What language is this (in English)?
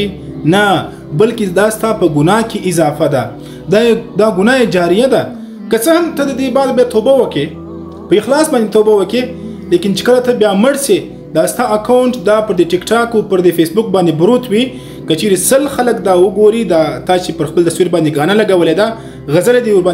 Pashto